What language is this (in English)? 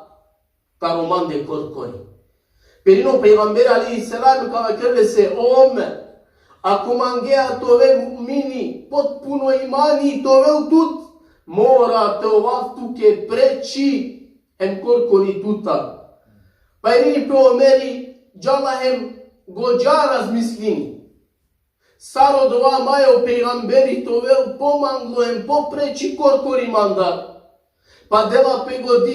Balkan Romani